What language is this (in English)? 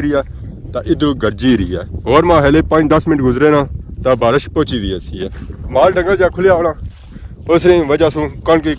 Pahari-Potwari